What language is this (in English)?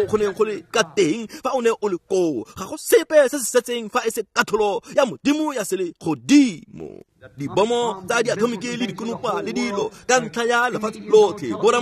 Tswana